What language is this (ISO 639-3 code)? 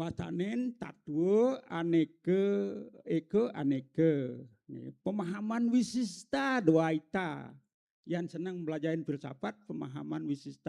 ban